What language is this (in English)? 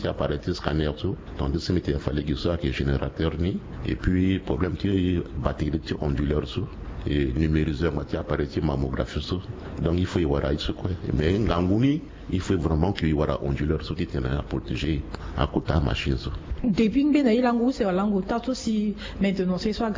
Sango